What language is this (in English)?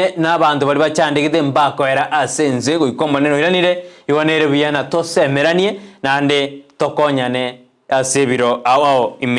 Gusii